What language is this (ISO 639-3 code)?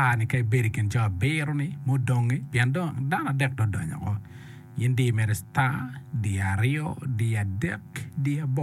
ach